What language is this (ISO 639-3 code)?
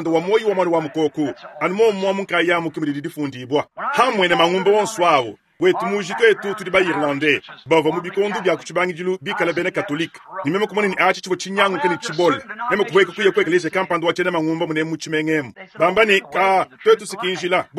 lua